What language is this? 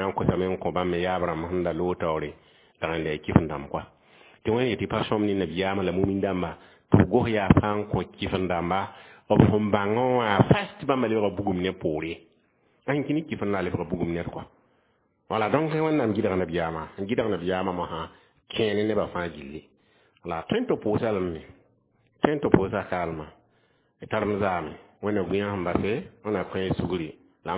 Mossi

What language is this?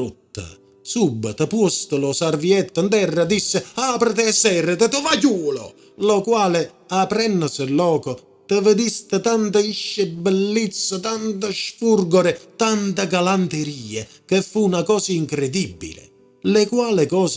Neapolitan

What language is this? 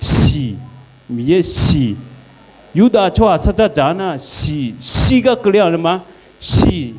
Akha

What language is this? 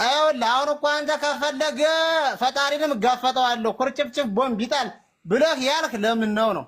Amharic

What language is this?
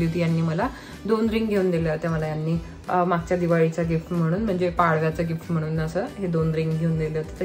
Marathi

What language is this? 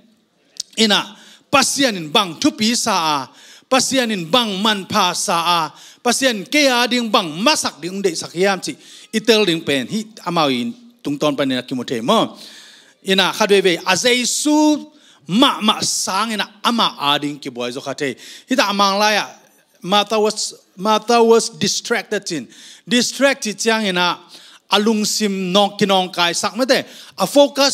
Tedim Chin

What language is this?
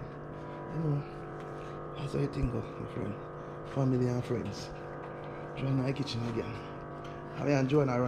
Jamaican Creole English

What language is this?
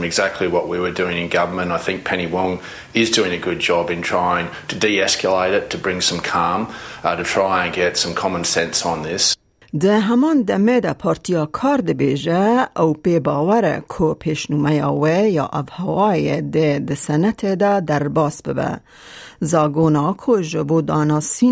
Kurdish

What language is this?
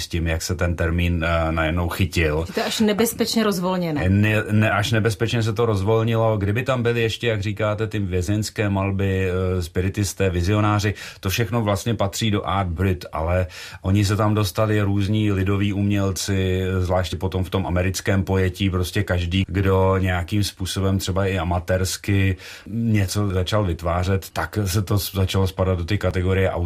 Czech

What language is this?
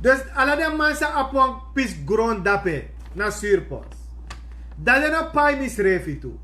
Sranan Tongo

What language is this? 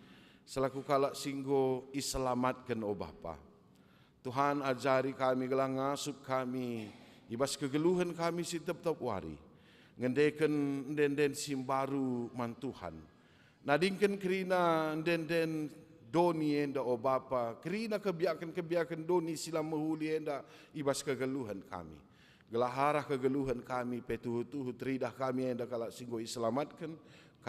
Batak Karo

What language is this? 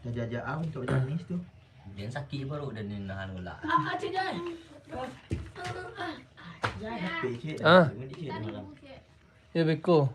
Minangkabau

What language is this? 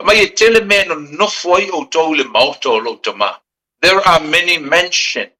Samoan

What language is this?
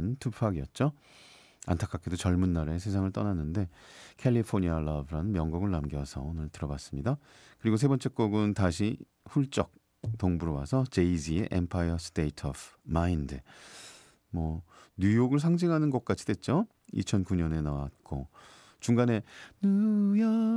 Korean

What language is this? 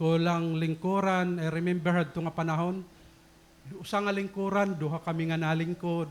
Waray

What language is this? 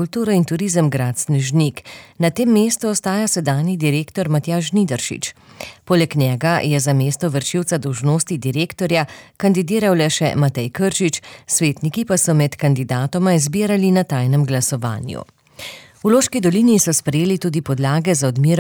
Slovenian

